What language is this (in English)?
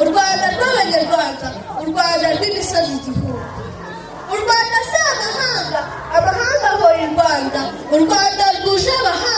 Kinyarwanda